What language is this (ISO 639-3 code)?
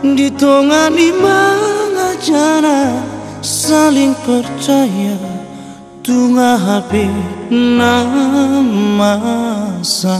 bbc